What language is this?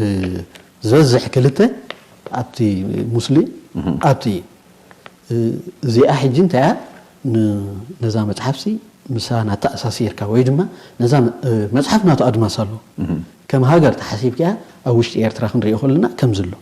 Tigrinya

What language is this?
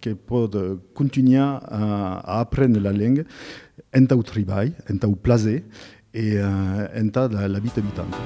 Occitan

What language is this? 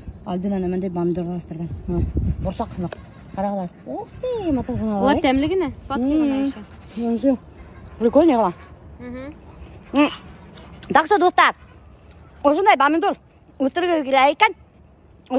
Bashkir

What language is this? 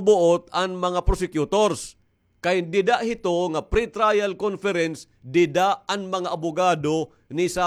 Waray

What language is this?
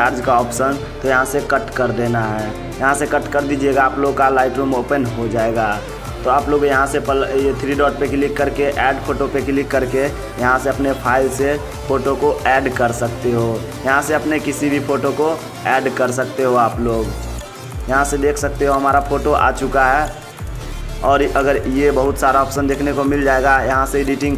Hindi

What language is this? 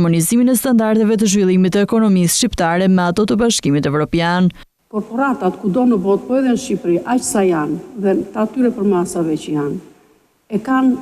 Albanian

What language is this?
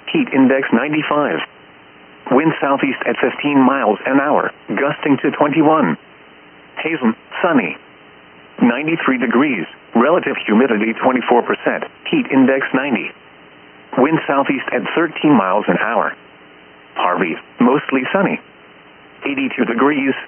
English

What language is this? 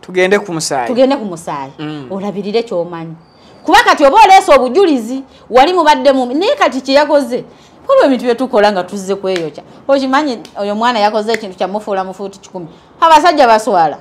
Ganda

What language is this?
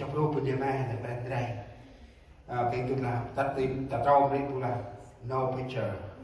Central Mnong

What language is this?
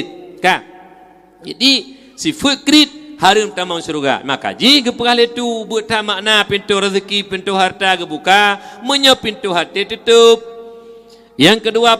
Achinese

